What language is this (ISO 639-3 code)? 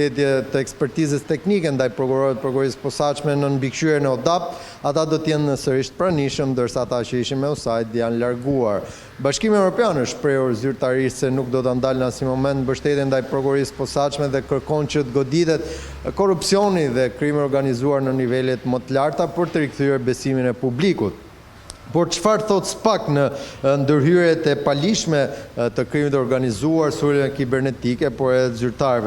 sqi